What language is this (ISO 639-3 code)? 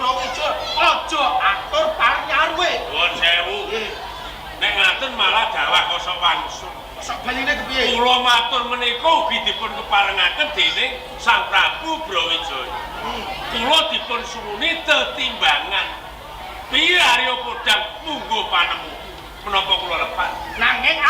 jav